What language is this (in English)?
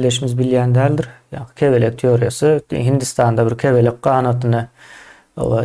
Turkmen